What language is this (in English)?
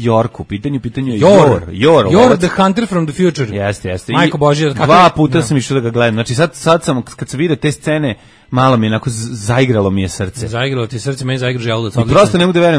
Serbian